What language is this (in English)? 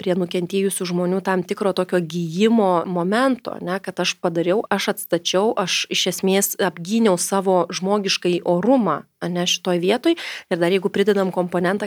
Lithuanian